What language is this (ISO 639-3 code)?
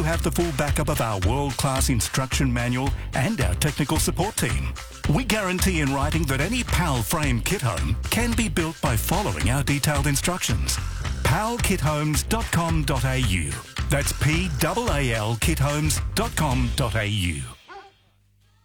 eng